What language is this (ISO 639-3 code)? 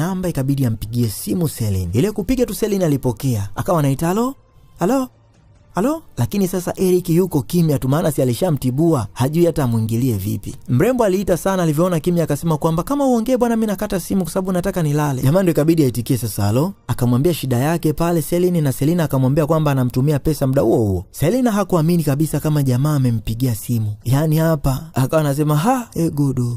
swa